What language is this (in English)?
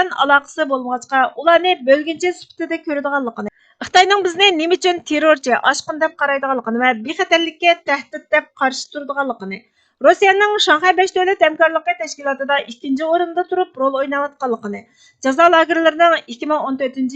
Uyghur